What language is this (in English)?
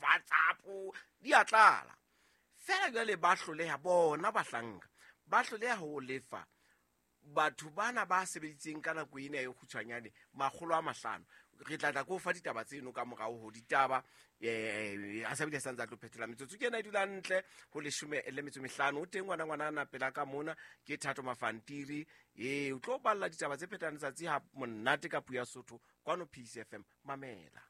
Southern Sotho